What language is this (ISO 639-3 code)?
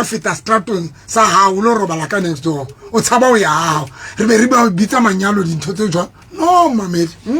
sot